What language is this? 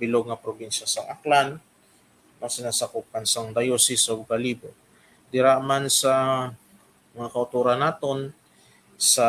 Hiligaynon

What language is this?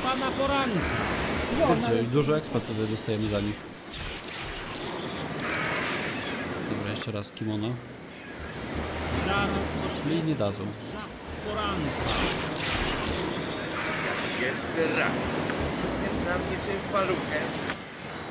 Polish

